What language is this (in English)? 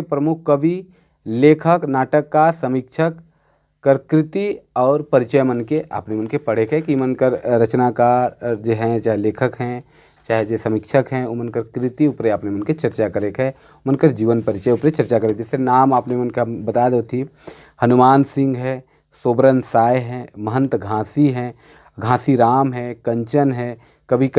Sadri